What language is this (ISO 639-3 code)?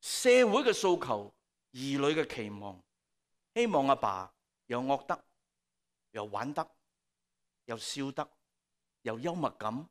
yue